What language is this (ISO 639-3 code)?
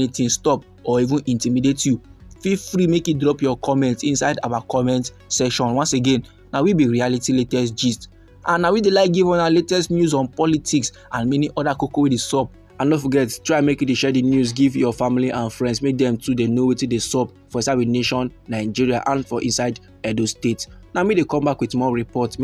pcm